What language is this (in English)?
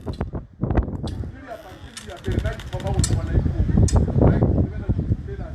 Northern Sotho